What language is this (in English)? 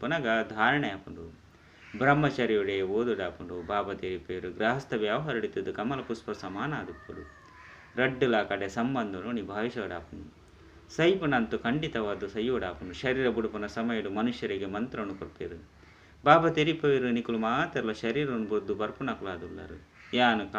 Tulu